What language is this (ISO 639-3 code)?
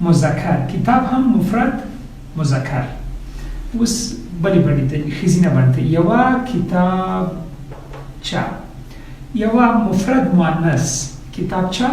pus